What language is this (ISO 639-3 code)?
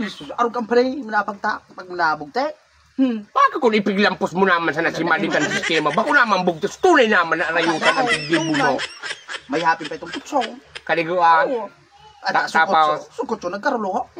bik